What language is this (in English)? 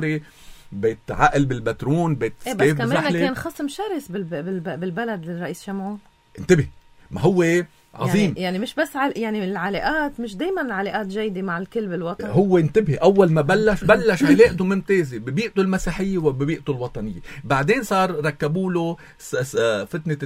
North Levantine Arabic